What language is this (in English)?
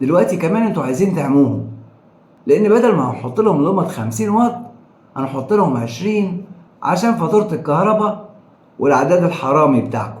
Egyptian Arabic